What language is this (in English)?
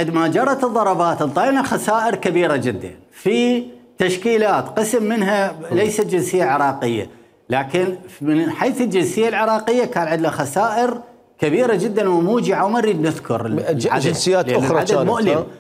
Mesopotamian Arabic